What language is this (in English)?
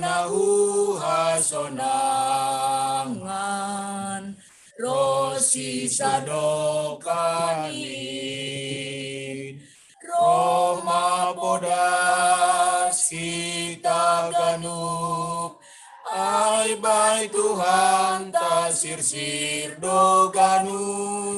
Batak Simalungun